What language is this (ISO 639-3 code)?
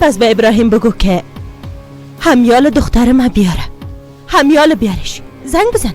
fas